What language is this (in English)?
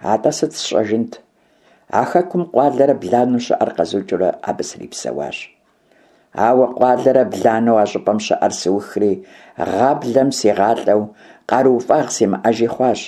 Kabardian